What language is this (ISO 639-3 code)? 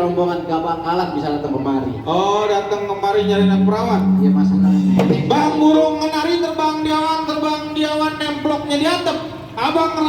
bew